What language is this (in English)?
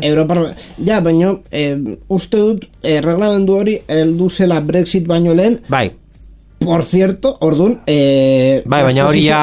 Basque